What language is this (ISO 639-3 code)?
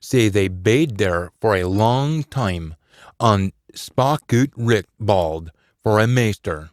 sco